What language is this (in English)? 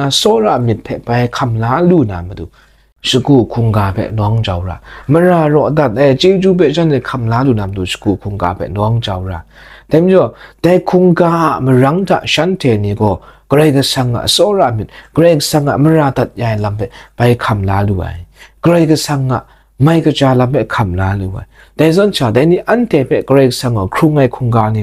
Kachin